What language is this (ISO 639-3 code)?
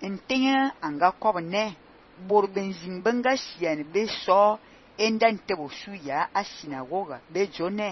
fan